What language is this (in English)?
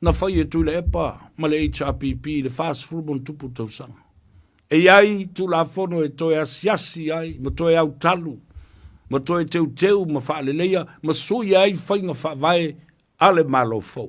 Samoan